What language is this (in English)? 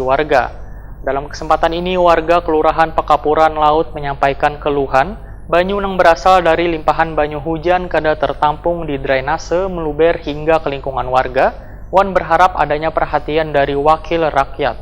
Banjar